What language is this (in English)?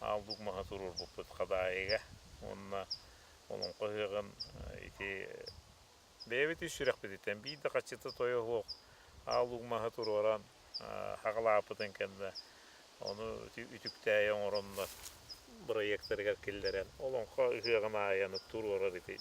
Yakut